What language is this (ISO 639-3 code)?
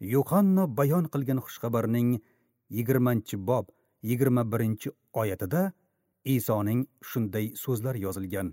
uzb